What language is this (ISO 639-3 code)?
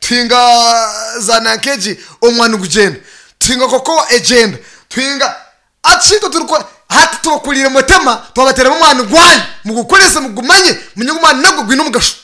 nyn